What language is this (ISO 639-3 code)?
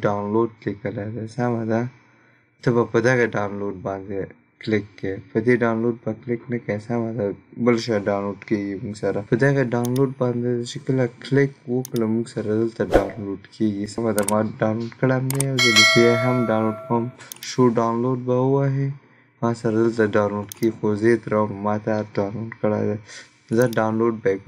pus